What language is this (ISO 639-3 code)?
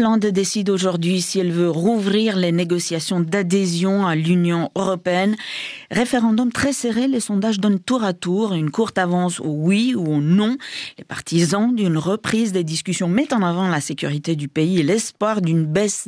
fra